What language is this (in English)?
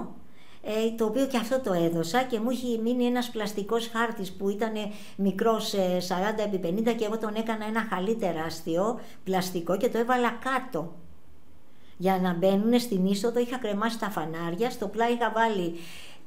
Greek